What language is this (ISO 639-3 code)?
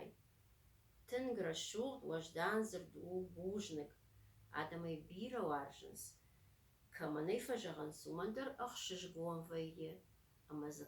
oss